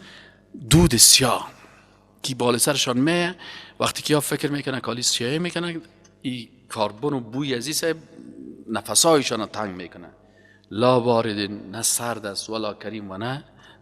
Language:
Persian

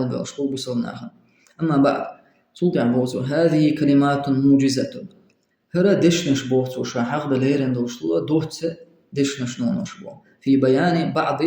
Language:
Chechen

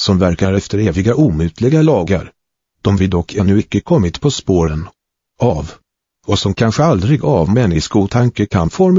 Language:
Swedish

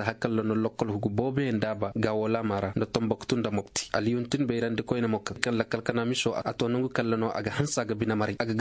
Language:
Koyraboro Senni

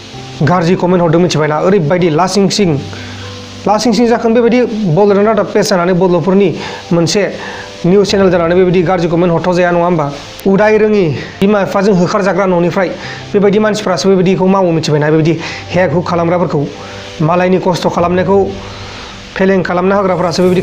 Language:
Bodo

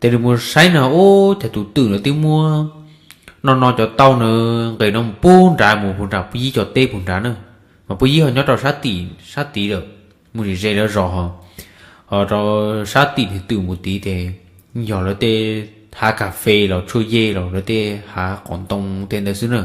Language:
Hmong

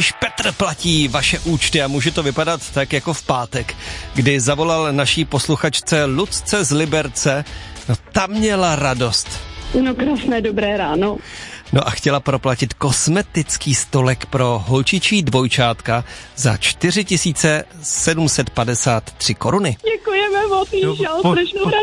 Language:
Czech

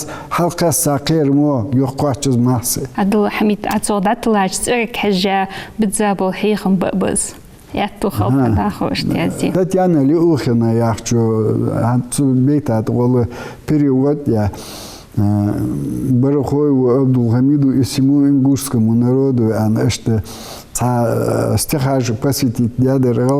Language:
Ingush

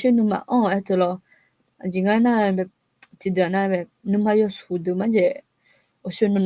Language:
Akha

